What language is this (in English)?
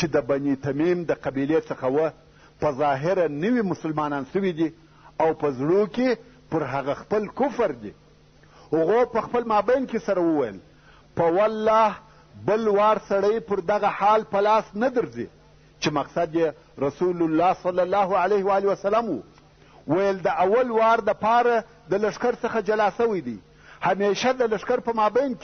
Pashto